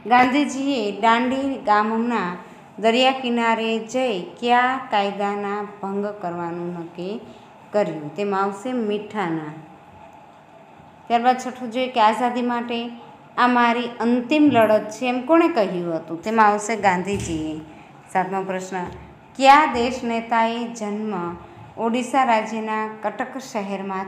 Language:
Gujarati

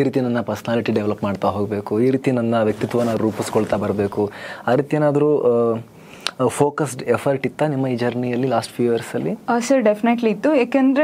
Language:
Kannada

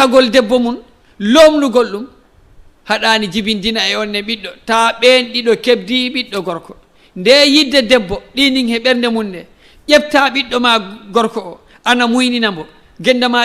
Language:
Fula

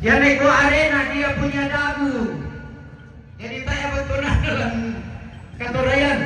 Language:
Toraja-Sa'dan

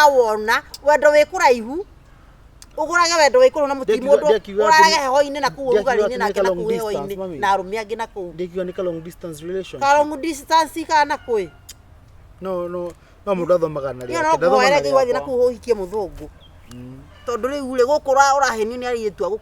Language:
Kikuyu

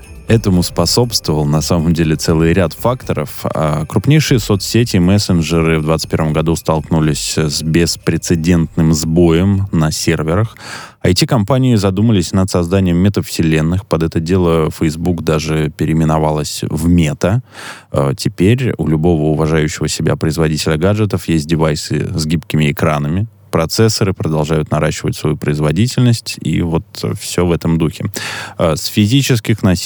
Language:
Russian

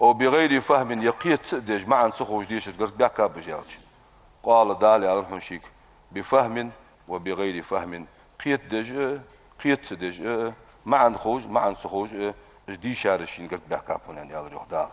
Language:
Ingush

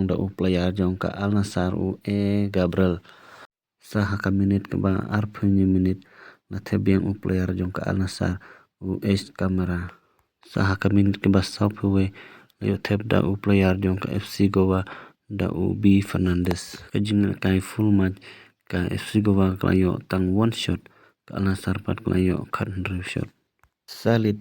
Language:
Khasi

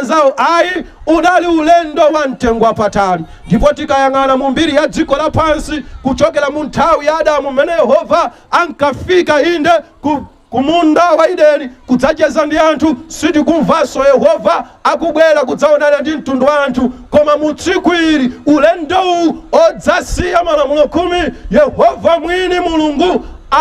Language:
Nyanja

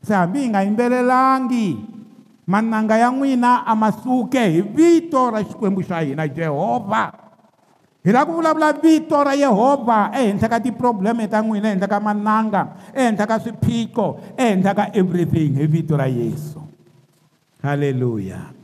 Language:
Tsonga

